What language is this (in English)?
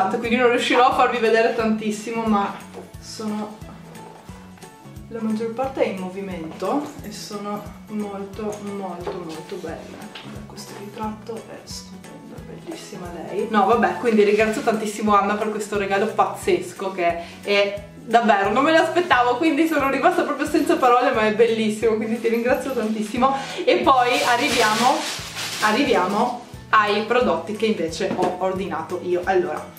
Italian